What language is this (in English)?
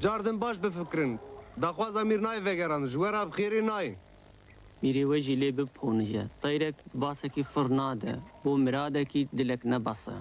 Kurdish